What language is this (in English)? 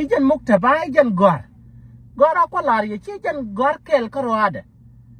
Nuer